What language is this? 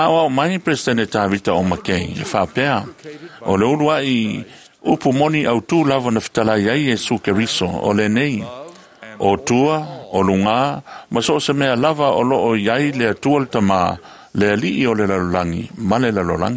Samoan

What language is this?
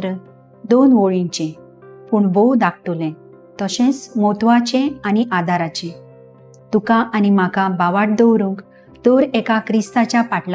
Konkani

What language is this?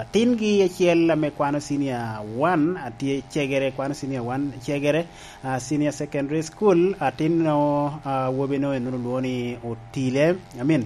Lango (Uganda)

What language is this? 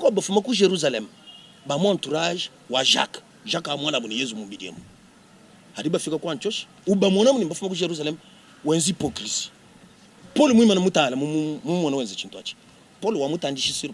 Luba-Lulua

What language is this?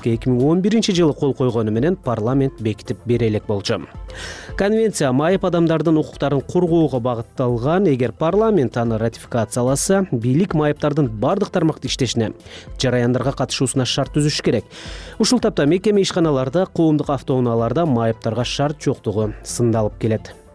Kyrgyz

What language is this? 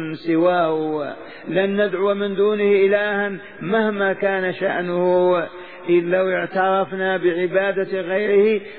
Arabic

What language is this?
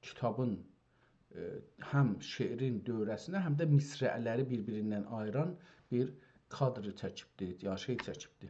South Azerbaijani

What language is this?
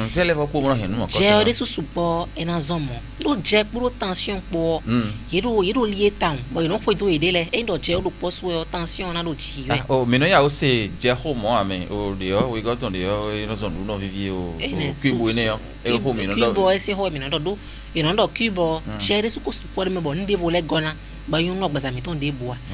Fon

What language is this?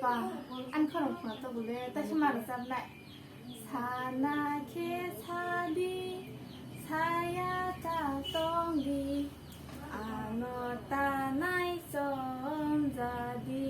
Kok Borok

